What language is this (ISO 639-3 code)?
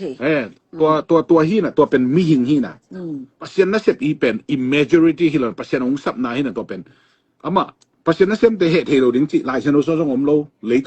ctd